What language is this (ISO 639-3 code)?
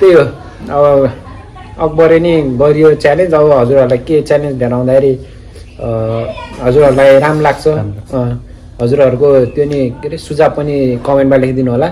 nep